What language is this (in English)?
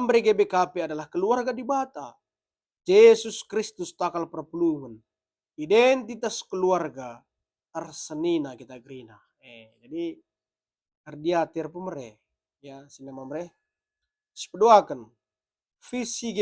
Batak Karo